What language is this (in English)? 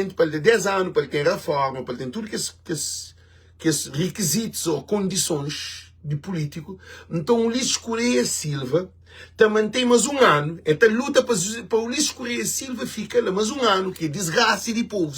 Kabuverdianu